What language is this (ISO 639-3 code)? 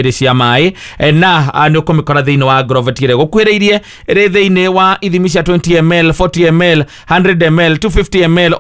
kik